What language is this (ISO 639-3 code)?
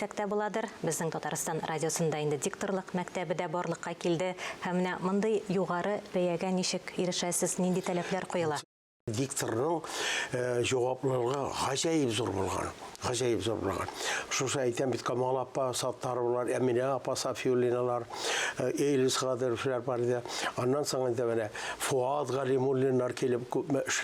tat